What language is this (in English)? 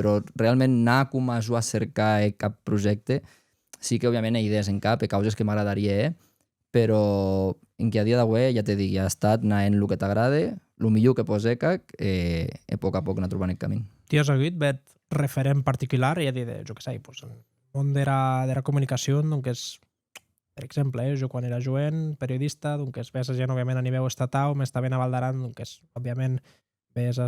Occitan